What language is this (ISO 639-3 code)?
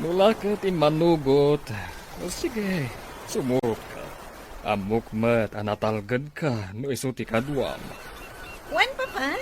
ilo